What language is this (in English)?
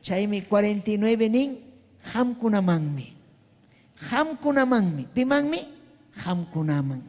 Ayacucho Quechua